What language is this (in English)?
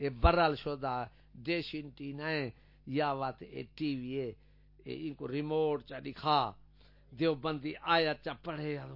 Saraiki